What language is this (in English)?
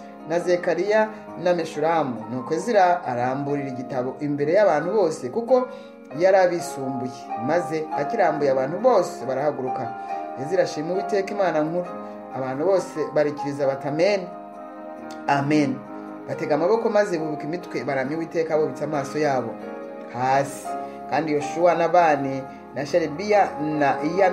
Kinyarwanda